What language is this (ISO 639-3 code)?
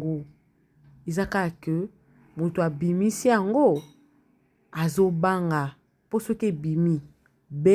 lin